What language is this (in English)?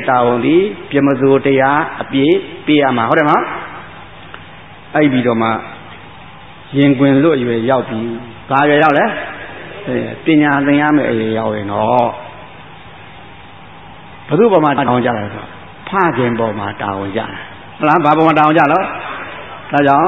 Burmese